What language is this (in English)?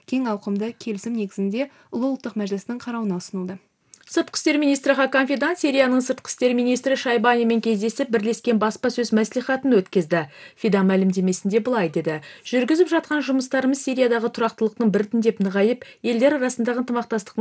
Kazakh